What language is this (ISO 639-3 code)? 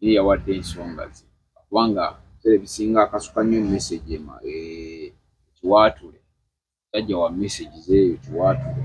lug